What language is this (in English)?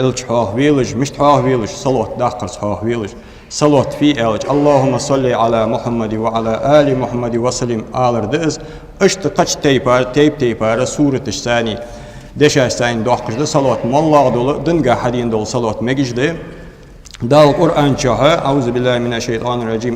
Ingush